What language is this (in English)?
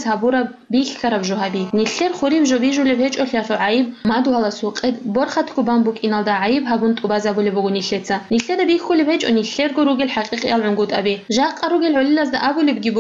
Avaric